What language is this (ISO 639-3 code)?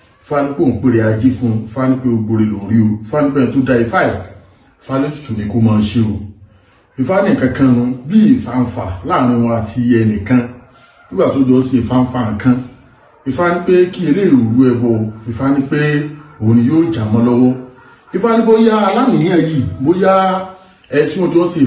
yor